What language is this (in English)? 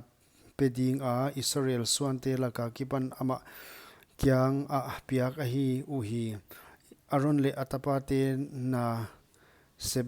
Paite Chin